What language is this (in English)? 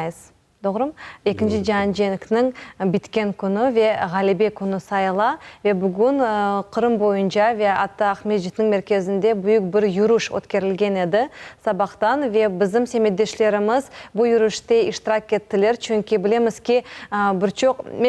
Crimean Tatar